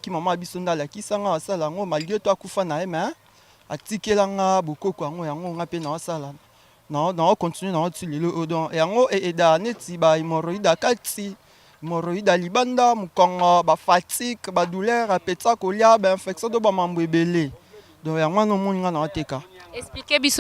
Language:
Lingala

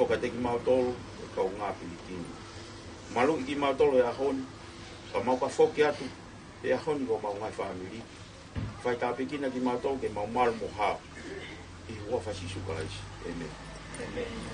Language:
Tongan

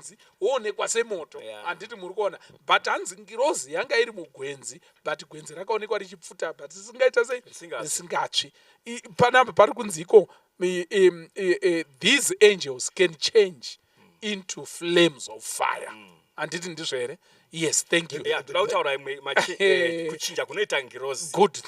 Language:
Shona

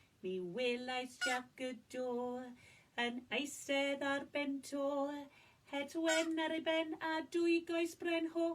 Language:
Welsh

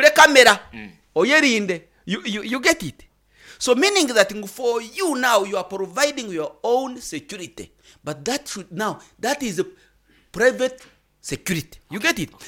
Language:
Nyankole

